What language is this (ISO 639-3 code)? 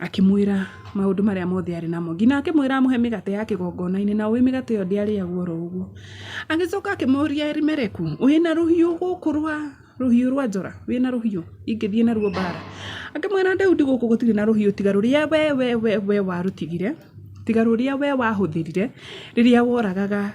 kik